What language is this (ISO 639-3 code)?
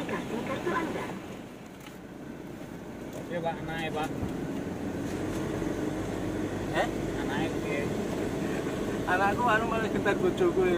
ind